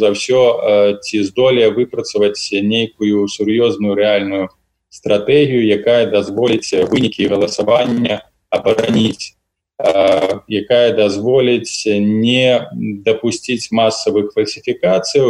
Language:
Belarusian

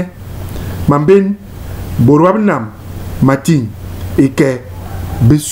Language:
Basaa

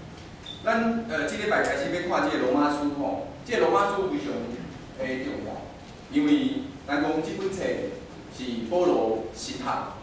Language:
Min Nan Chinese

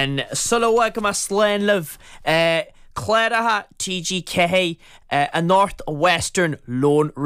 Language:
Irish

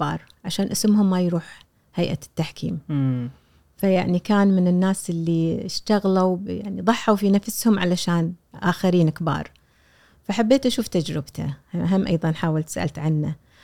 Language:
Gulf Arabic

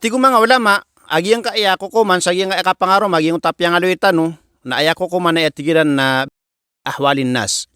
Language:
Maranao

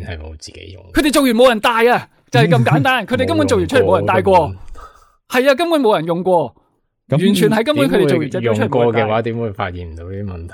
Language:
Cantonese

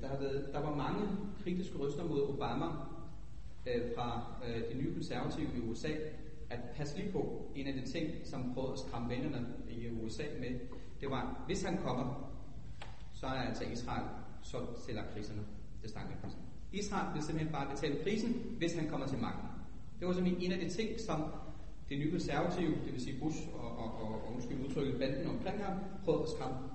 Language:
Danish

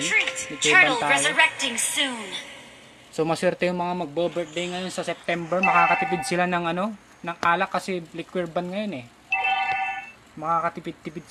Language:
Filipino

